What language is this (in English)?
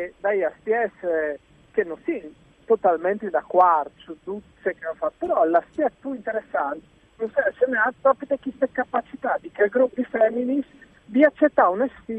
Friulian